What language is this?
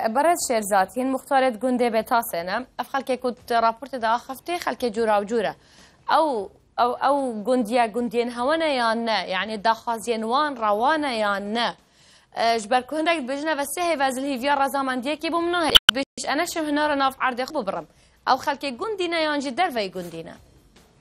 Kurdish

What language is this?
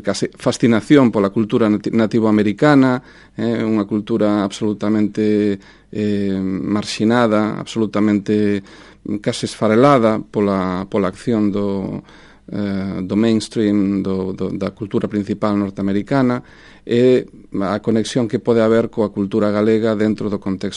Galician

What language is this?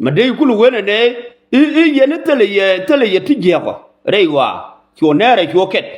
Nuer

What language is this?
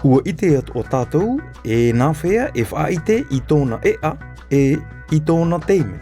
Tahitian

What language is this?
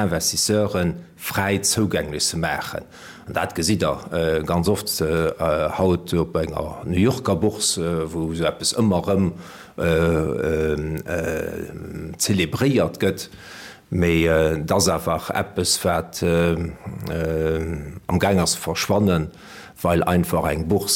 Luxembourgish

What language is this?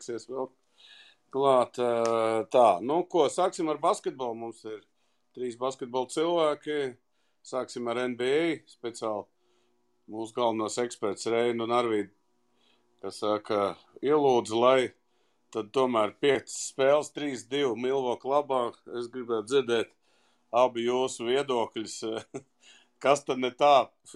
Latvian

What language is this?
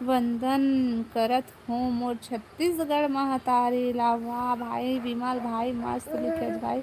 Chhattisgarhi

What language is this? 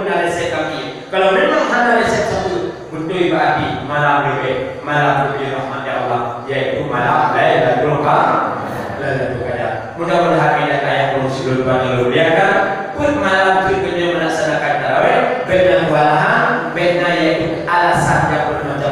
Achinese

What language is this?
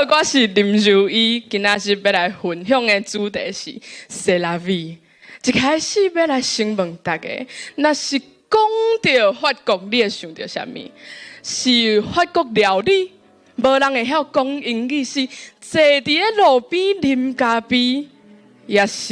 Min Nan Chinese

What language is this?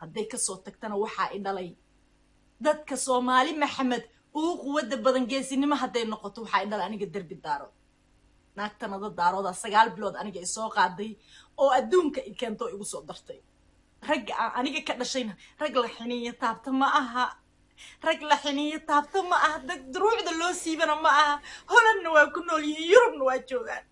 Somali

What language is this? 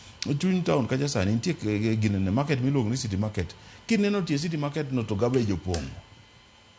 Luo (Kenya and Tanzania)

